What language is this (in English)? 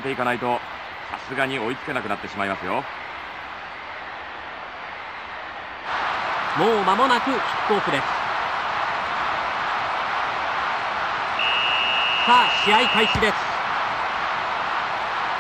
Japanese